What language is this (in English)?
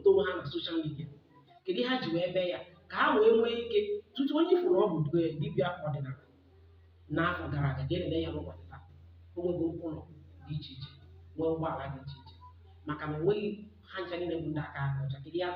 Igbo